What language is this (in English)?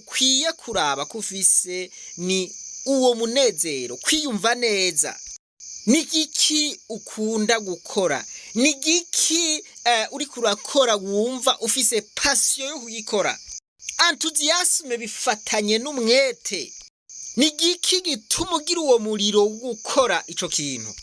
Rundi